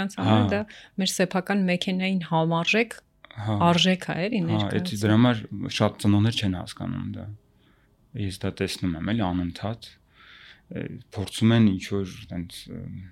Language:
Armenian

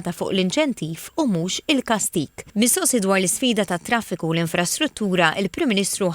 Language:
Maltese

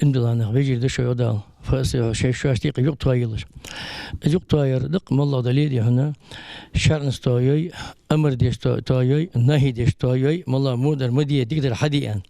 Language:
Ingush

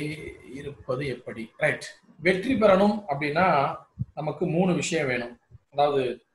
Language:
Tamil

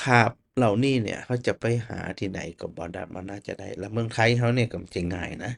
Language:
Northern Thai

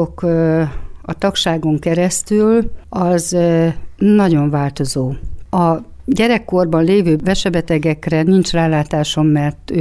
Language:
Hungarian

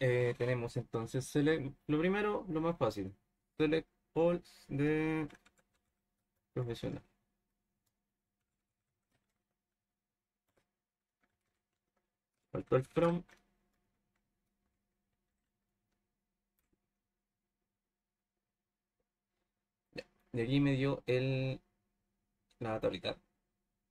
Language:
Spanish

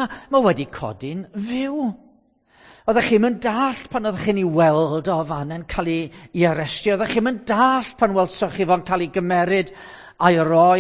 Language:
Welsh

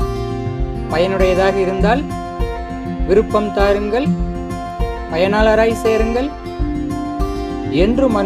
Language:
Tamil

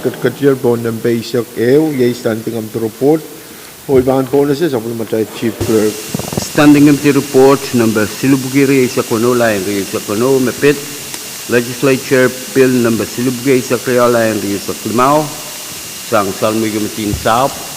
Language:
Pohnpeian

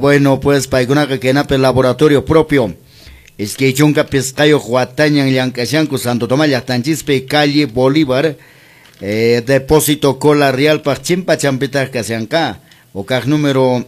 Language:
Quechua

